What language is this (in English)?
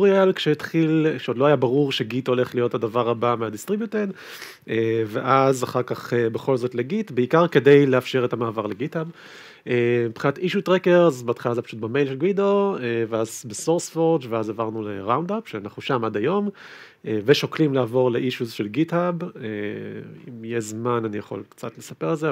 Hebrew